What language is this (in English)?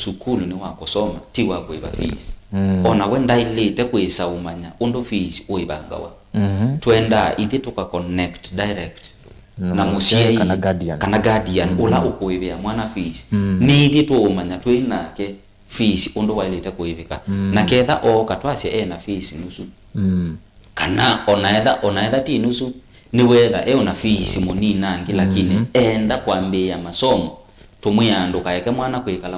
Kamba